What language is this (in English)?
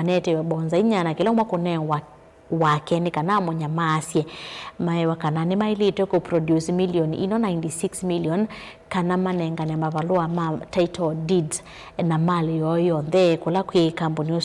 Kamba